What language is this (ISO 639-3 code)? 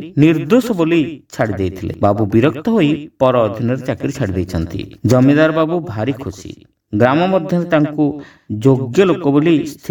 ori